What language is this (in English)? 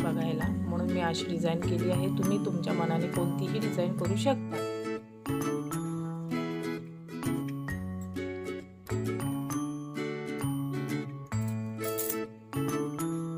Marathi